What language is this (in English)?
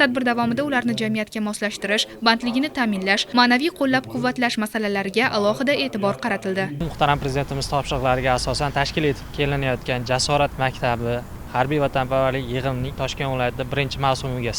Uzbek